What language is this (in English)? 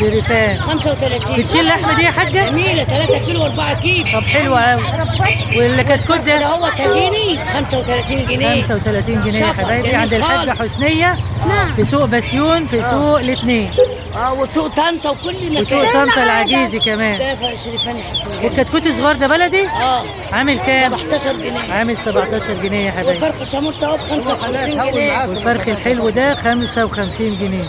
Egyptian Arabic